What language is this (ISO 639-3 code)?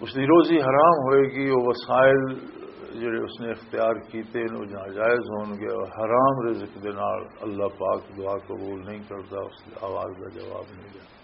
lah